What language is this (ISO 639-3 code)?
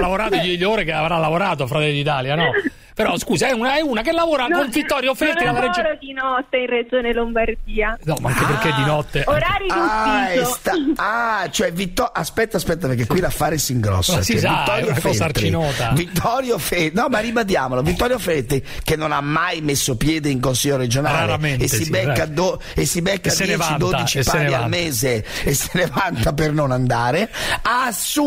ita